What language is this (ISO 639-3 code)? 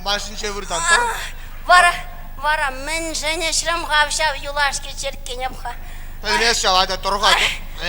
chv